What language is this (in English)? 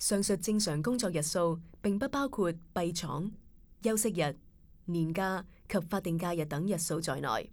Cantonese